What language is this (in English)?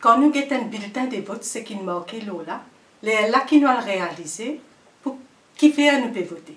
Morisyen